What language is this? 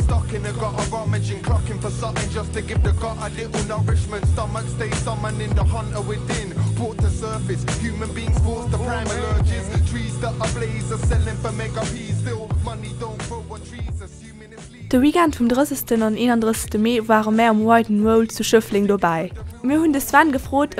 Luxembourgish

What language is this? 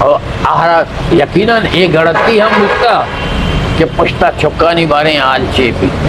Eastern Balochi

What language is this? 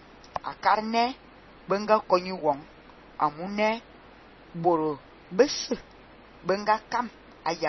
Fang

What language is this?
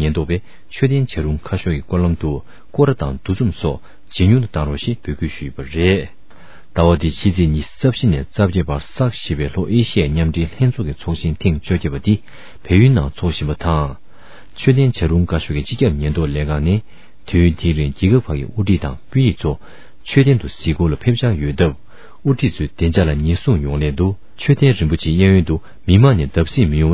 Tibetan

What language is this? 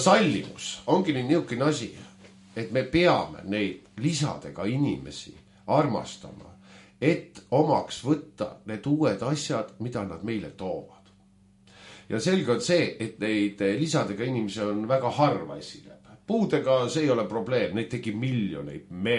Estonian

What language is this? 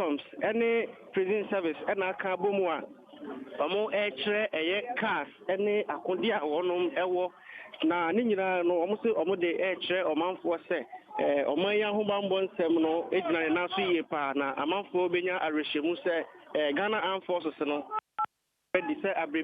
Akan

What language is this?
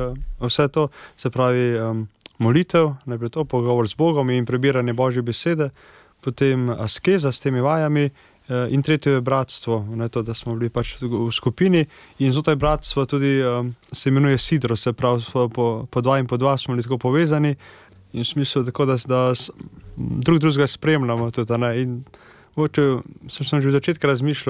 Slovenian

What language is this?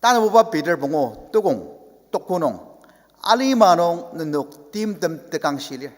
Ao Naga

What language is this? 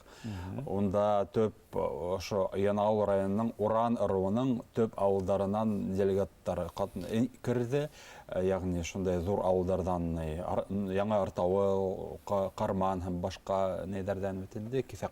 Bashkir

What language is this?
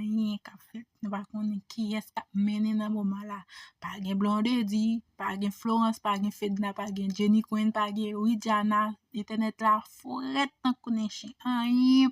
Haitian Creole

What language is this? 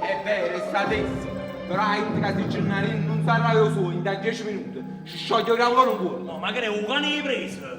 Neapolitan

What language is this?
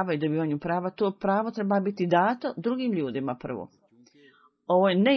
Bosnian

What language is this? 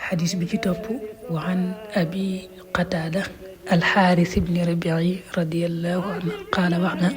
Wolof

